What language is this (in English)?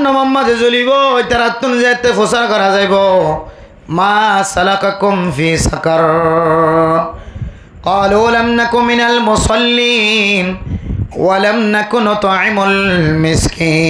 Rohingya